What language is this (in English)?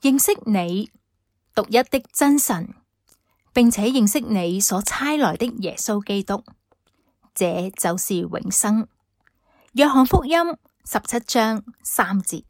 Cantonese